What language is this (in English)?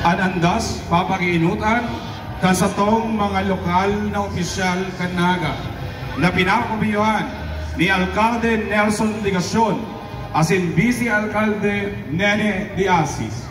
Bikol